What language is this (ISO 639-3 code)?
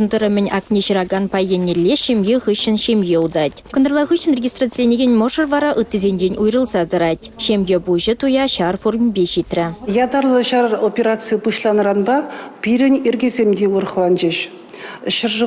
chv